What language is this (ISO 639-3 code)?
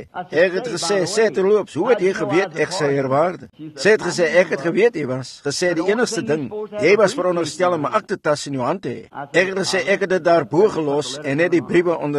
afr